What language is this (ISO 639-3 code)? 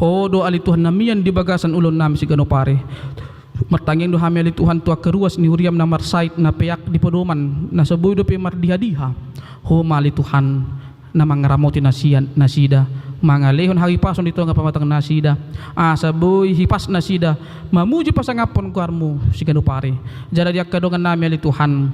bbc